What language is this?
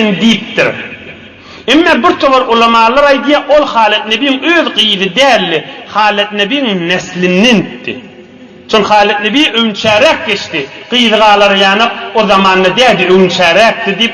Turkmen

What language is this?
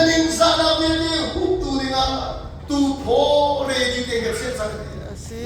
Hakha Chin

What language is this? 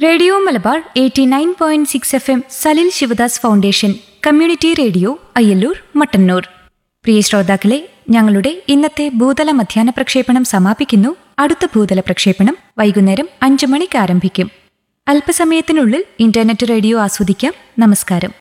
Malayalam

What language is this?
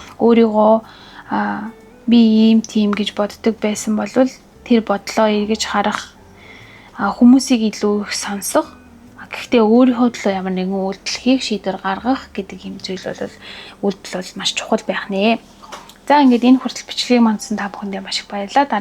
Mongolian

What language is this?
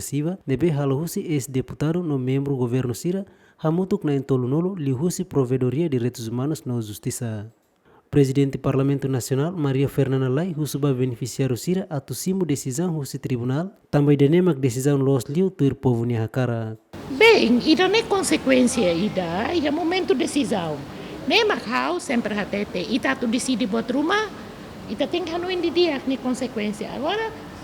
Tetum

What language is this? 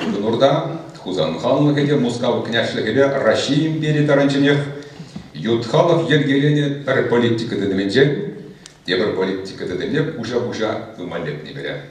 Chuvash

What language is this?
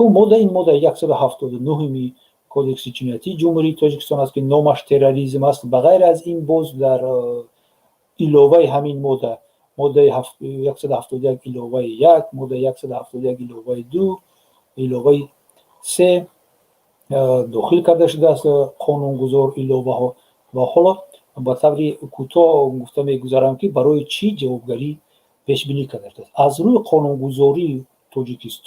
Tajik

